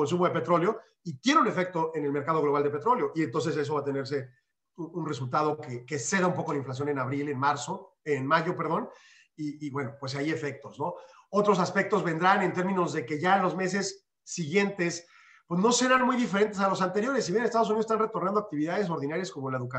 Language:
Spanish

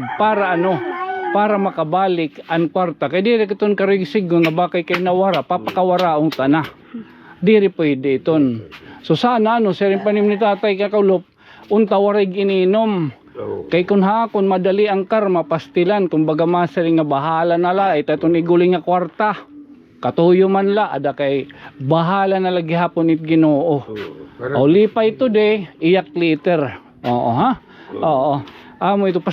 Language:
Waray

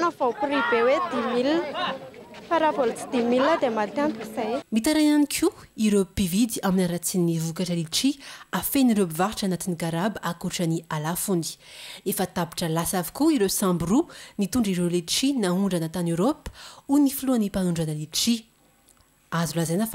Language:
Malagasy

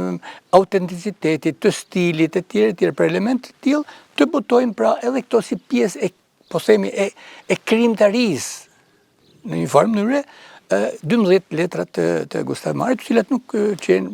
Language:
Albanian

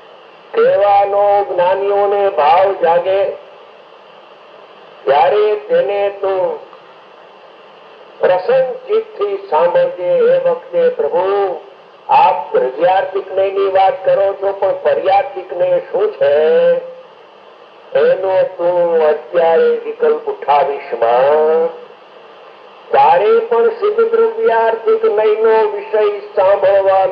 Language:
Gujarati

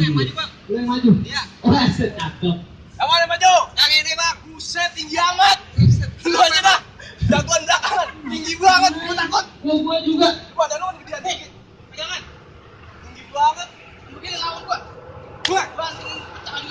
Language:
Betawi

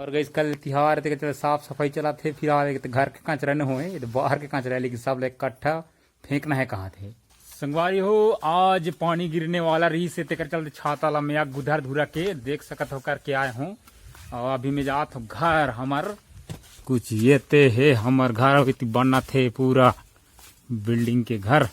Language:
Chhattisgarhi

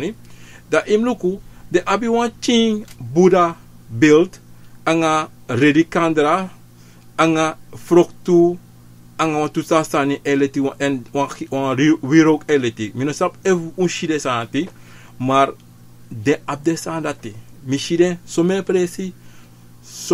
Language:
Sranan Tongo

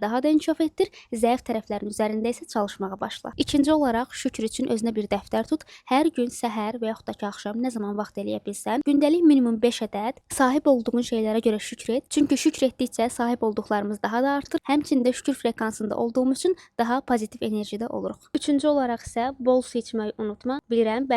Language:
Azerbaijani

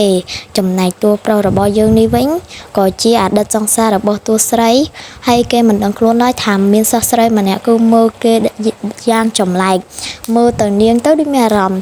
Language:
Khmer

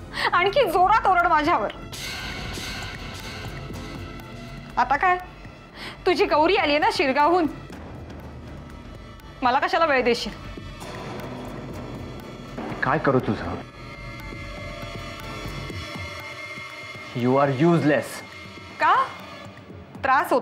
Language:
Marathi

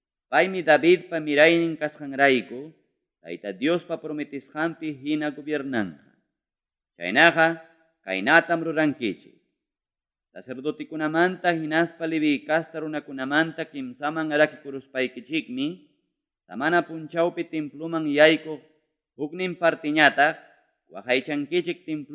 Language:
Ayacucho Quechua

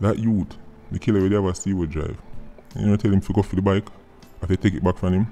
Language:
Jamaican Creole English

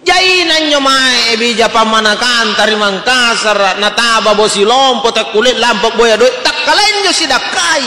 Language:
Makasar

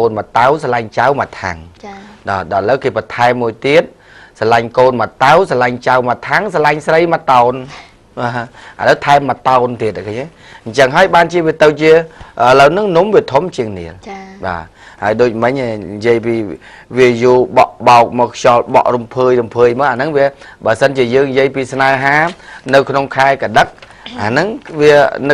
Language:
Khmer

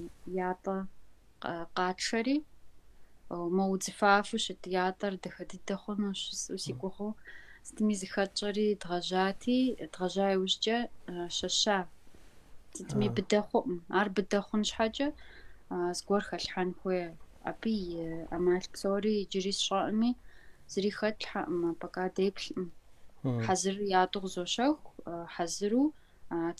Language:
Kabardian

